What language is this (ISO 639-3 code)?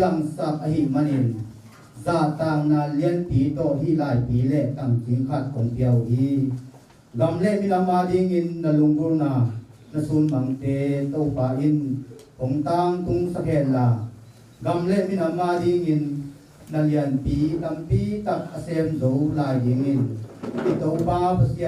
ctd